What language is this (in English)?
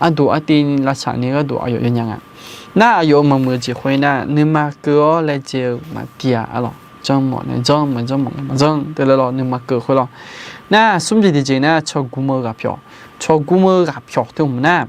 Akha